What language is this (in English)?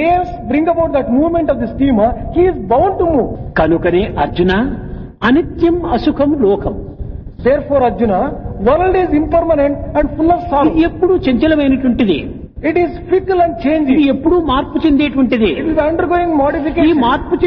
Telugu